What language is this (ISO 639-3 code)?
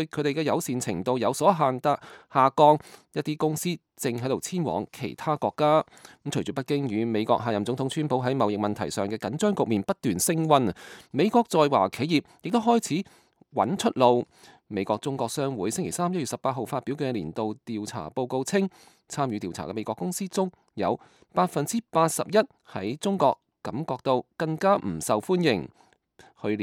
yue